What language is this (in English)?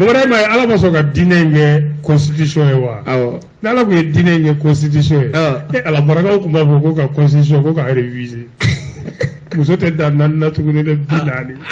Bambara